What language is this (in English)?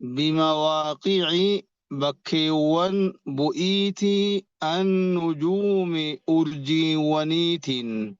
Oromo